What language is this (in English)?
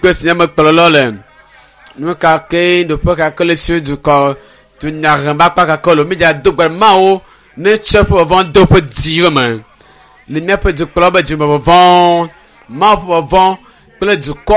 Ewe